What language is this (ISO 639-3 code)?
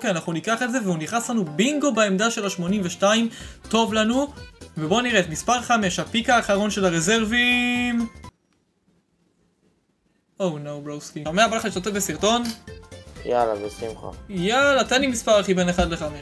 heb